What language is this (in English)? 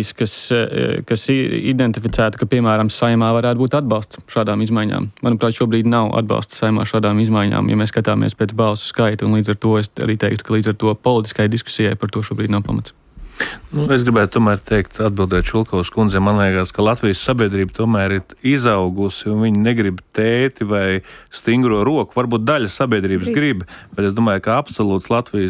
Latvian